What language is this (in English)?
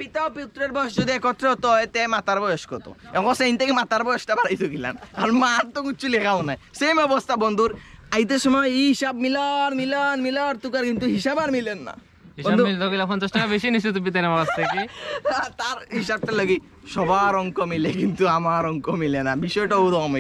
Sylheti